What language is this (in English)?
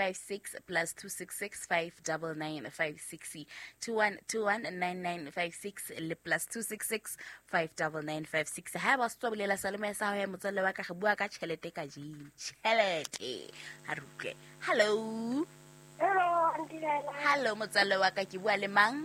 Southern Sotho